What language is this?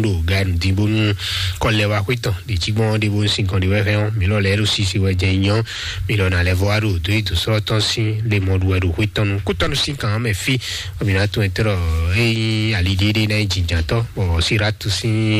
Fon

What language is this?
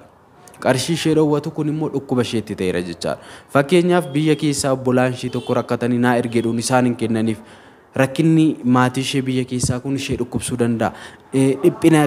Oromo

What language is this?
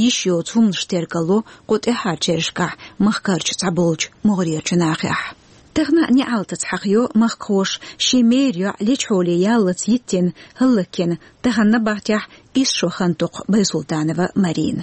Chechen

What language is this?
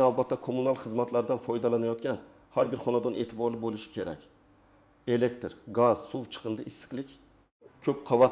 Uzbek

